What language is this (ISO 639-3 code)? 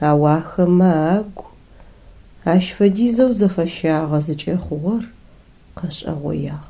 ady